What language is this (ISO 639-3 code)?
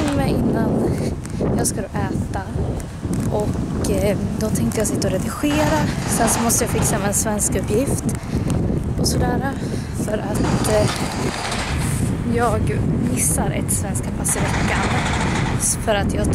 swe